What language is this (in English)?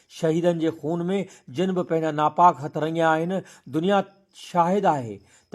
Sindhi